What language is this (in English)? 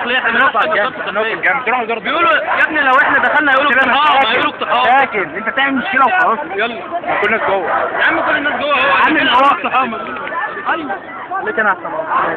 Egyptian Arabic